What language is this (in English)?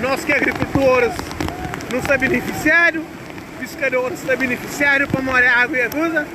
Kabuverdianu